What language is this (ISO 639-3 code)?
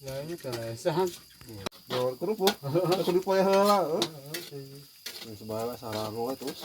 sun